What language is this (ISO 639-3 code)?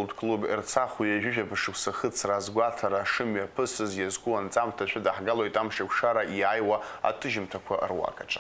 abk